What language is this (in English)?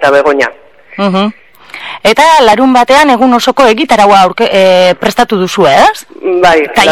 Basque